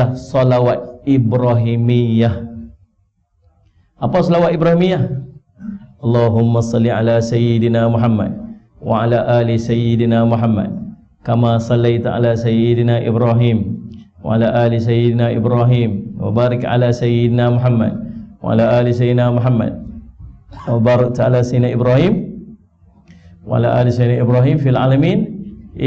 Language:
Malay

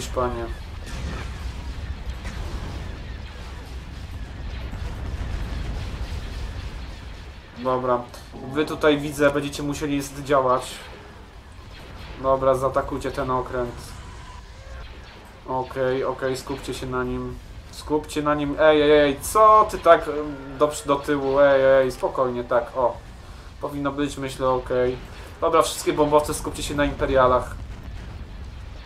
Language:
Polish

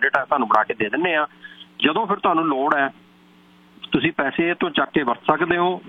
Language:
Punjabi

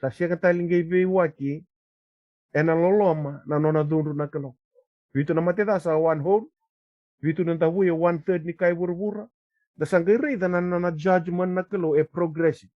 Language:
Fijian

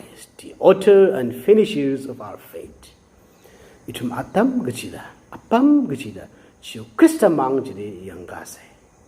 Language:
Tangkhul Naga (India)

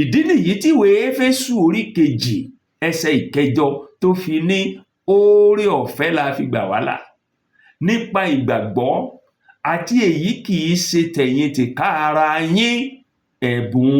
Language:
Yoruba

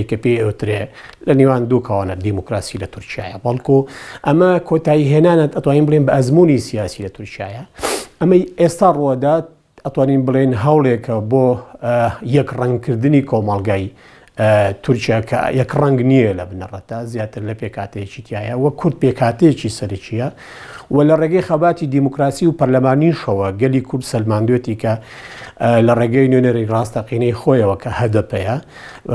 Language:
Central Kurdish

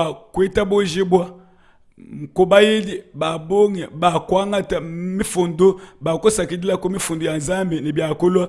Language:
Luba-Lulua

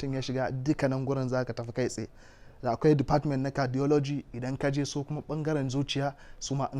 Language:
Hausa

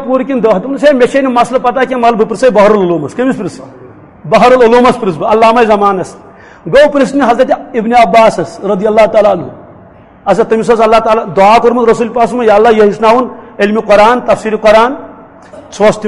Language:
Kashmiri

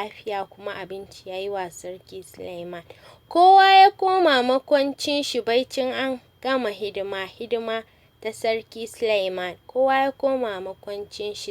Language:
Hausa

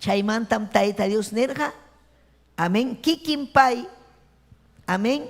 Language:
Ayacucho Quechua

